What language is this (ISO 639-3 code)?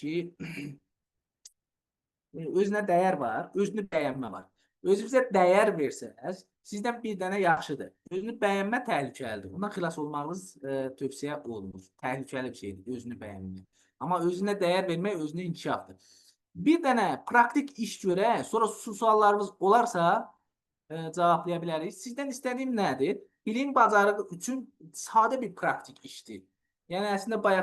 aze